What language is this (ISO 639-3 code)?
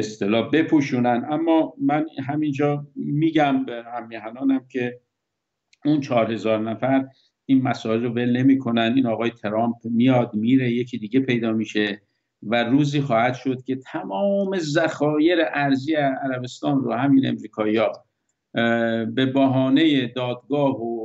fas